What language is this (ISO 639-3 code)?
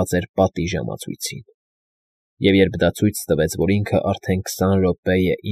hye